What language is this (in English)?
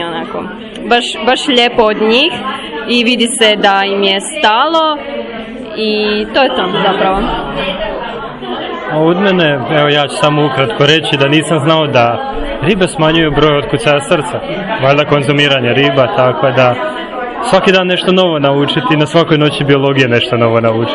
Croatian